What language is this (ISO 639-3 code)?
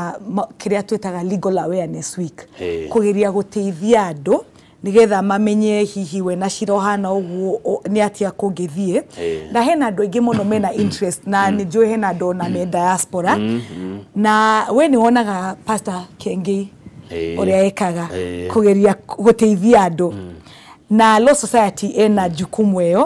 kik